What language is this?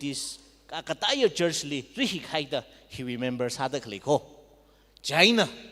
Tangkhul Naga (India)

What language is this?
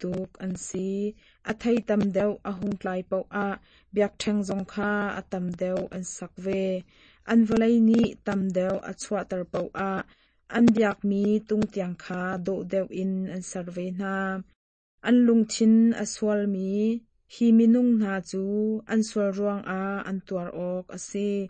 Hakha Chin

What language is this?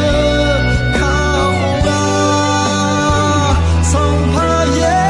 Akha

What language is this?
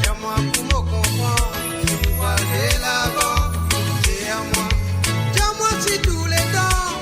Morisyen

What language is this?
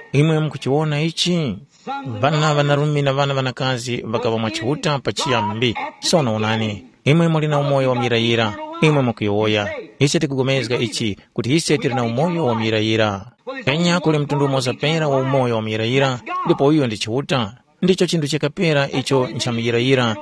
Tumbuka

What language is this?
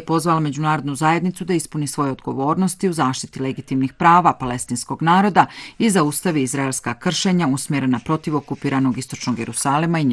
Bosnian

